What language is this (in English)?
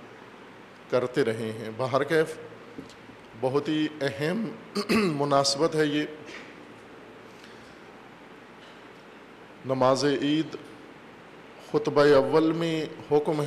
Urdu